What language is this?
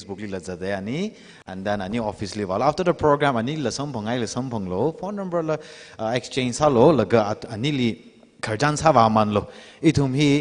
Tangkhul Naga (India)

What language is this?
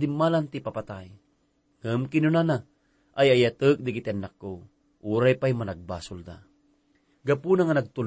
Iloko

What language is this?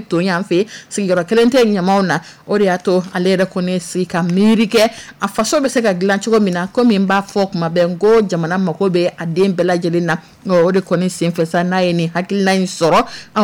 Dyula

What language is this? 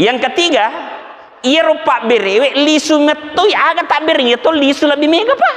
Buginese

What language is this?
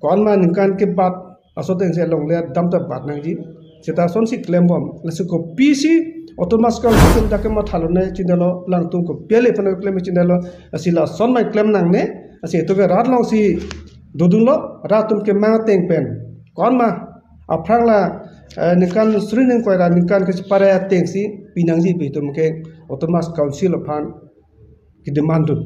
Karbi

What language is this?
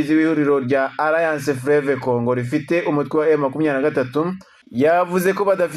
Kinyarwanda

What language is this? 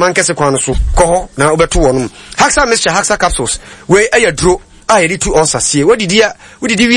Akan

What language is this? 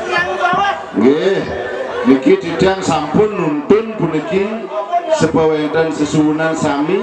Balinese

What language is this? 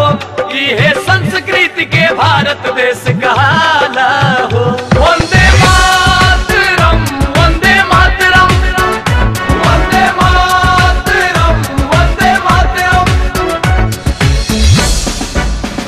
Bhojpuri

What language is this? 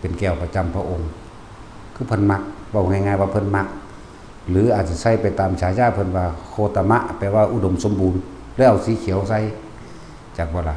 Northeastern Thai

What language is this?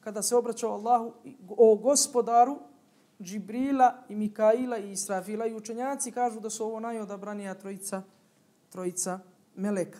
Bosnian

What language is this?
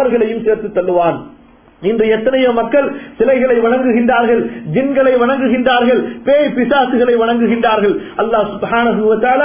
Tamil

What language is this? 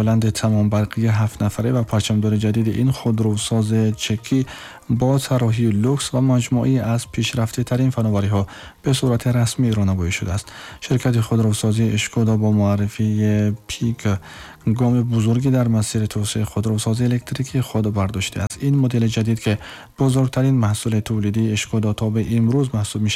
Tajik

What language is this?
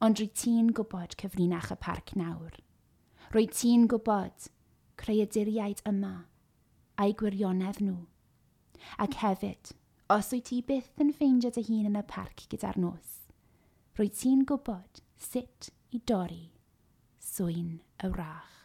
Welsh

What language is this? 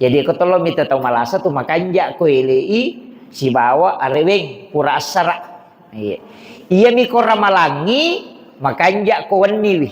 Buginese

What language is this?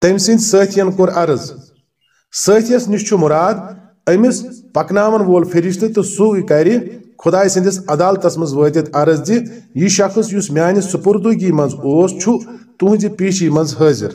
Kashmiri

